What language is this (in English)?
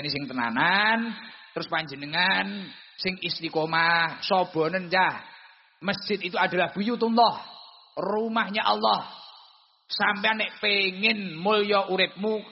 Javanese